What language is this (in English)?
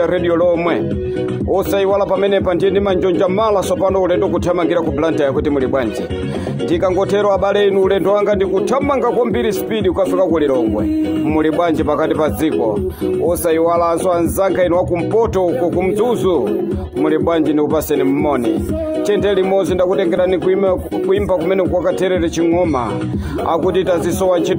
Nyanja